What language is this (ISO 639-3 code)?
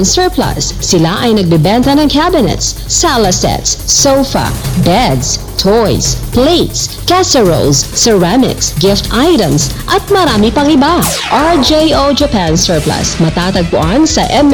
fil